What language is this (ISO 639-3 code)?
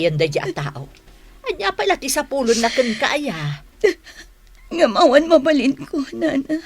ilo